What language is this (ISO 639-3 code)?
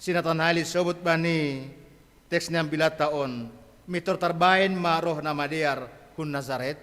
bts